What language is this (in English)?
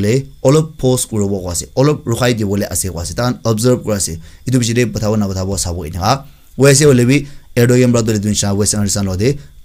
Naga Pidgin